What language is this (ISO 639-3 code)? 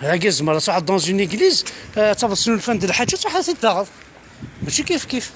kab